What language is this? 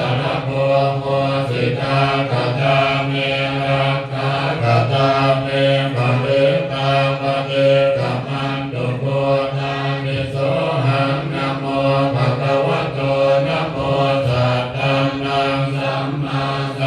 Pali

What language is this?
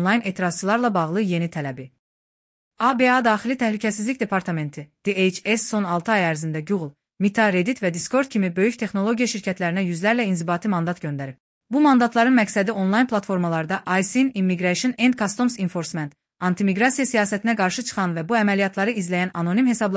Azerbaijani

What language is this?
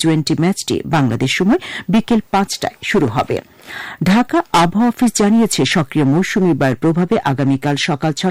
Bangla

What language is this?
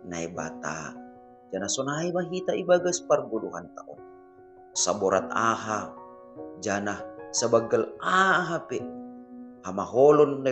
Batak Simalungun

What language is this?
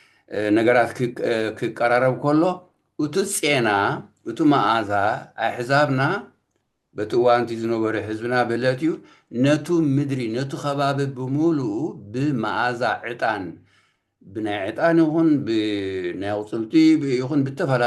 Tigrinya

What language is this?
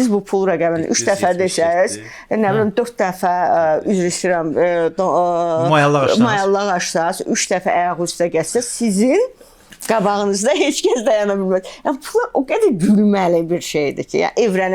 Azerbaijani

